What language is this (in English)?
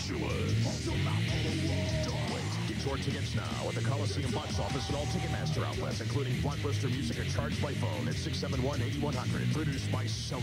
English